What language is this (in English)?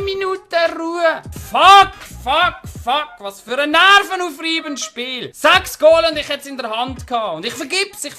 Swiss German